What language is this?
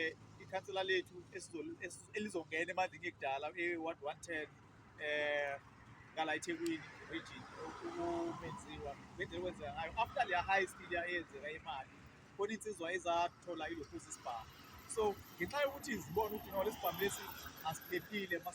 Zulu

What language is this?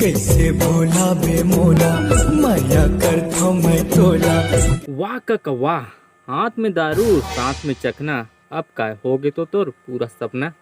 Chhattisgarhi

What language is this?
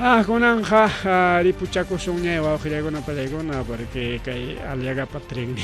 Ayacucho Quechua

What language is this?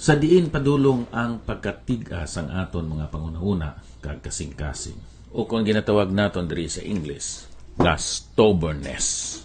Hiligaynon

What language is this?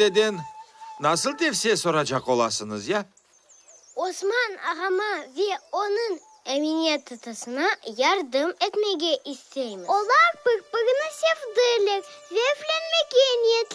Crimean Tatar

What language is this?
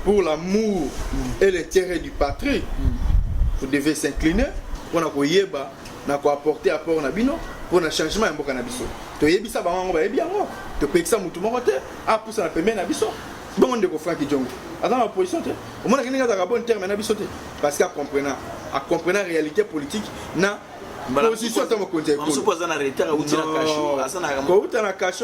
Lingala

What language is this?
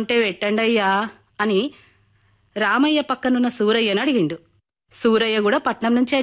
Telugu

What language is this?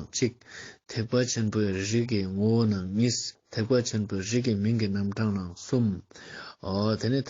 Ladakhi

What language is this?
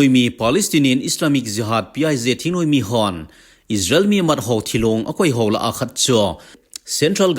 Thado Chin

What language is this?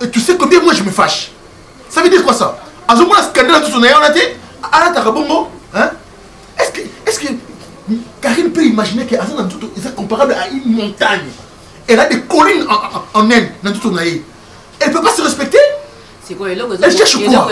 Lingala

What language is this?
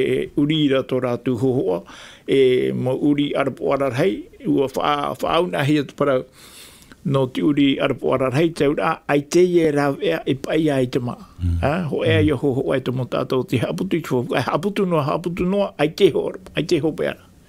Tahitian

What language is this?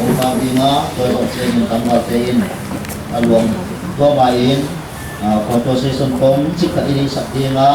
Paite Chin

